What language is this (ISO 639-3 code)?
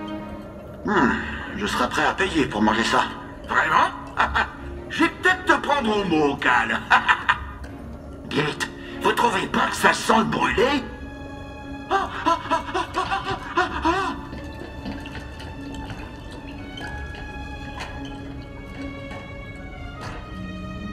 fra